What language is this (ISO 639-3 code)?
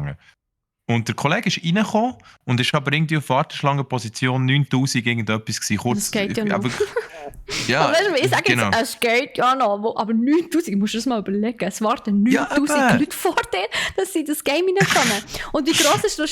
gsw